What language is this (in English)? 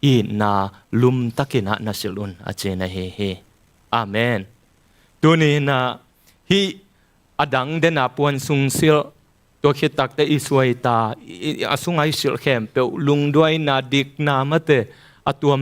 Tedim Chin